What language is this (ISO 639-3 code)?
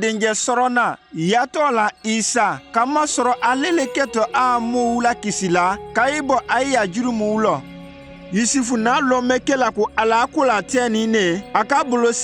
mku